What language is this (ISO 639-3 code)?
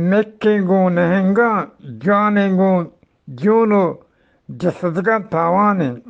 bgp